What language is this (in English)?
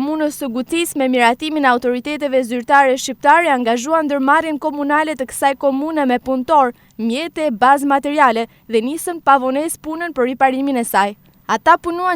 Albanian